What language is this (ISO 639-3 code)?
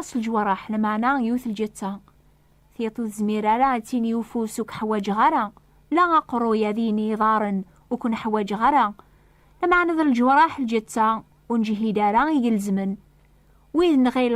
kab